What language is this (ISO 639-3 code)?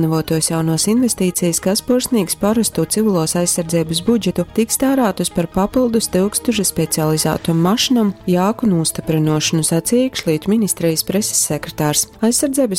ltg